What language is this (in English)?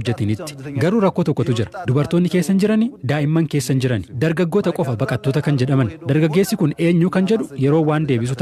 Oromo